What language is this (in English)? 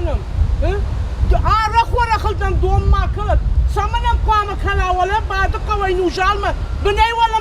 Ossetic